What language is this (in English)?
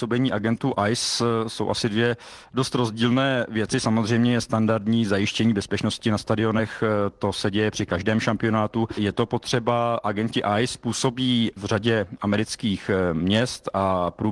Czech